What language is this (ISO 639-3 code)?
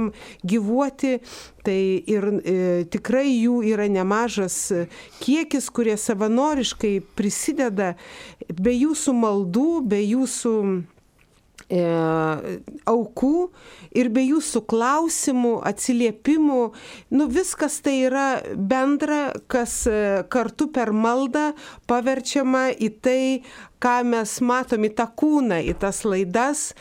lit